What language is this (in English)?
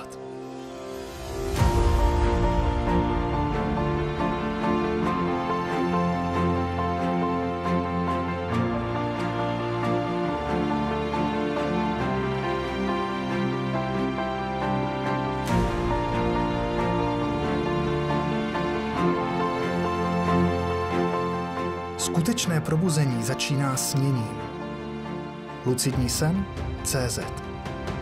Czech